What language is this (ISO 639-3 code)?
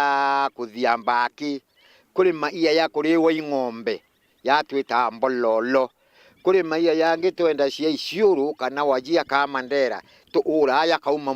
mer